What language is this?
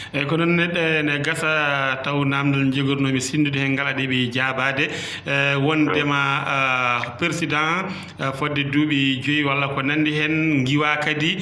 Fula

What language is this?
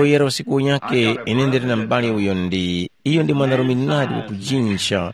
Tumbuka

